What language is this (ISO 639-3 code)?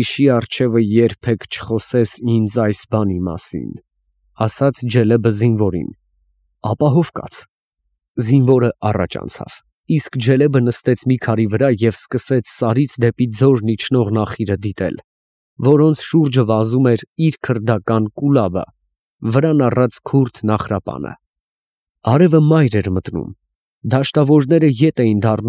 hye